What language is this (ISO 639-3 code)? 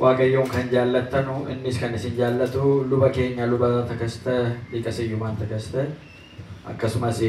orm